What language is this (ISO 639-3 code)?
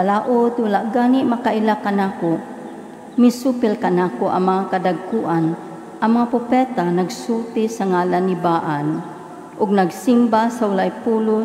ceb